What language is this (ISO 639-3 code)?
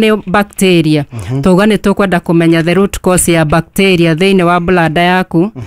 kik